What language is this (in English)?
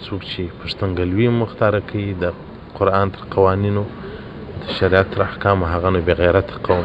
Pashto